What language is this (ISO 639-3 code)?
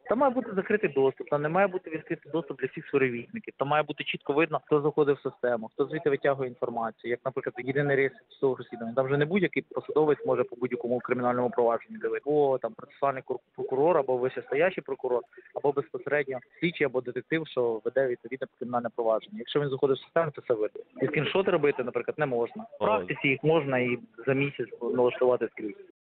ukr